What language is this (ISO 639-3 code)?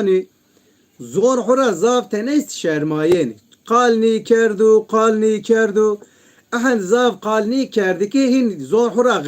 zza